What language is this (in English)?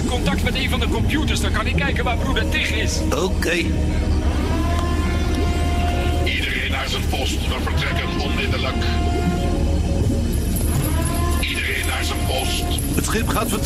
Dutch